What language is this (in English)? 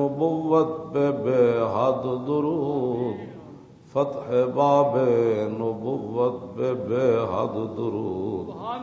Western Panjabi